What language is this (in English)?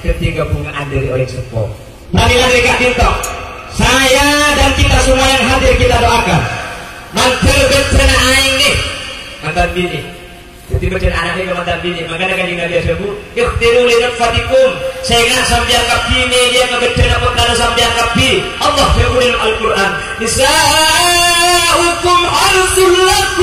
Madurese